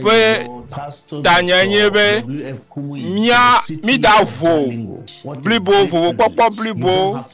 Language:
Ewe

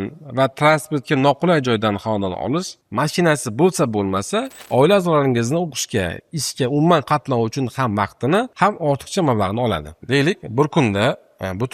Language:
Uzbek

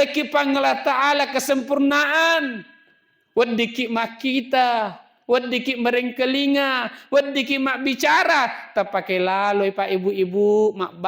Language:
Buginese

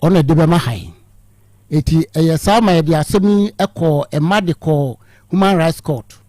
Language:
Akan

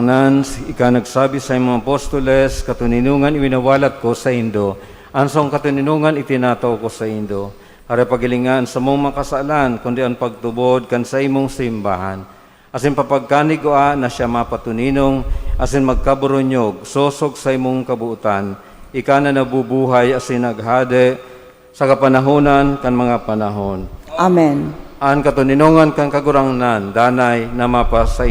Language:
Bikol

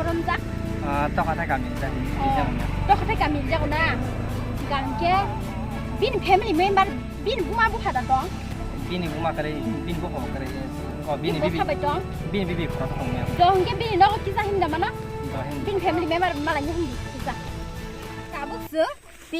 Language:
Kok Borok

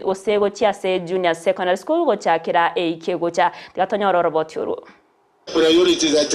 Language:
Gusii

